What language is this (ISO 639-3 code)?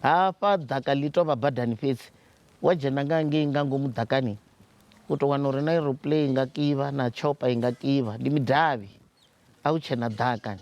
ven